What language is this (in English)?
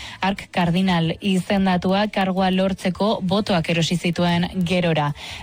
Basque